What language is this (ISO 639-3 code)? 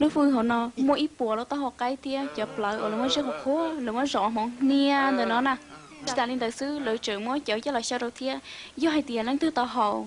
hmn